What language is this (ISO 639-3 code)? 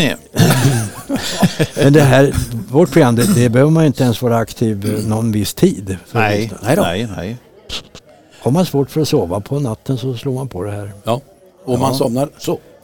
swe